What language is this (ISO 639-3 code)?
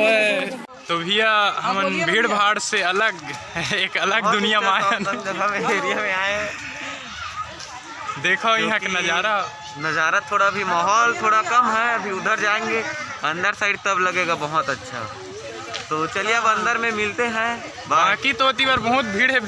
hne